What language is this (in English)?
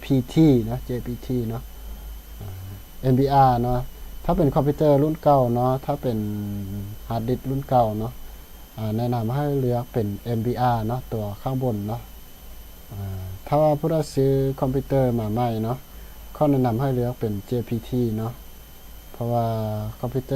Lao